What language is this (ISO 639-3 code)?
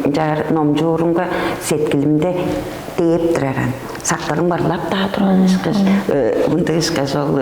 tyv